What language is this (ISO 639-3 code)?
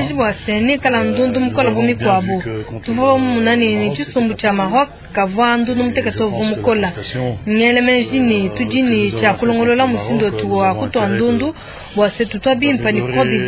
lua